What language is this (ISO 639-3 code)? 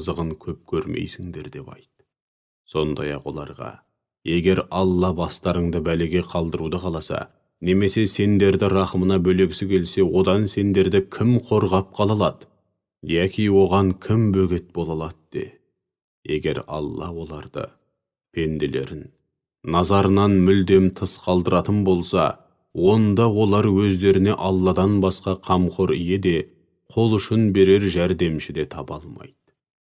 kaz